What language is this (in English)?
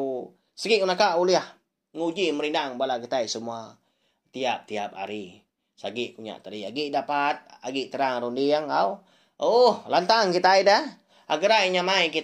Iban